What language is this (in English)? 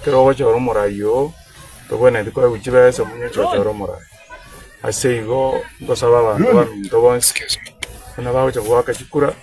Gusii